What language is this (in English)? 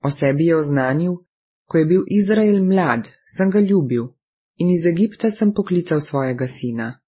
Slovenian